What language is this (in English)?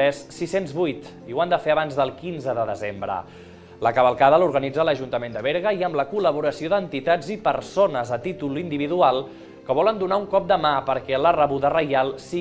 Catalan